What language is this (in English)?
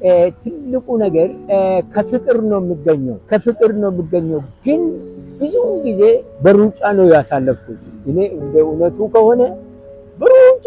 Amharic